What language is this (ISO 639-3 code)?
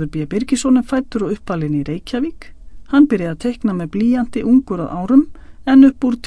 isl